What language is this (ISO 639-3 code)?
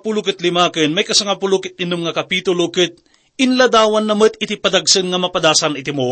ilo